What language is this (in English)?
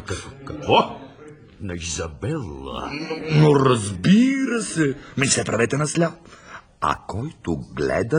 Bulgarian